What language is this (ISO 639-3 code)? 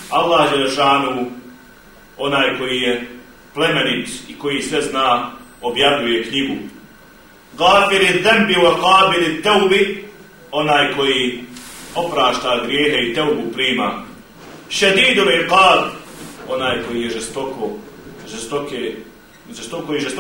bos